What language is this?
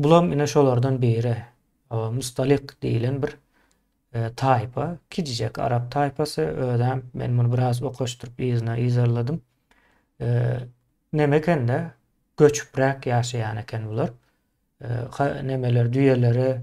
Turkmen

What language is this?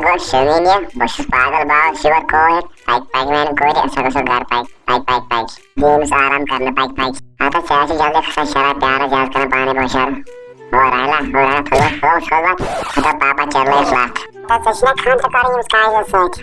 Kashmiri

